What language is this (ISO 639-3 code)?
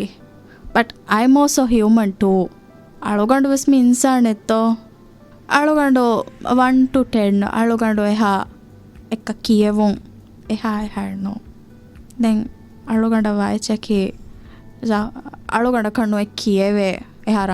div